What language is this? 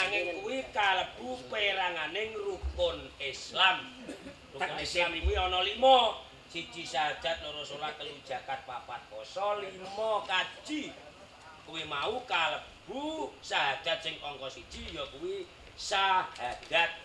Javanese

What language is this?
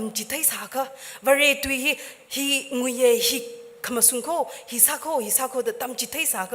Tangkhul Naga (India)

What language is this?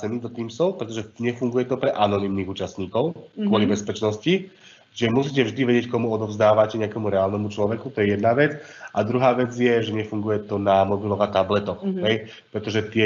Slovak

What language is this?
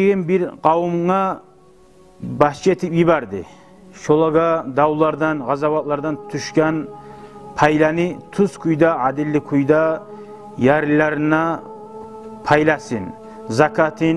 Kumyk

